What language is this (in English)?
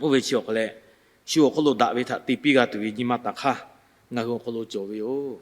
Lahu